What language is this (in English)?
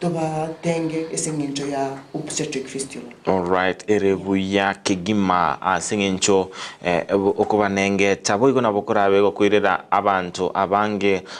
Gusii